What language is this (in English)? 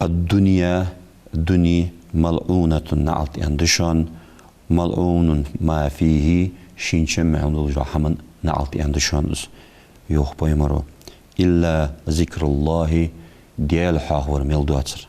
Ingush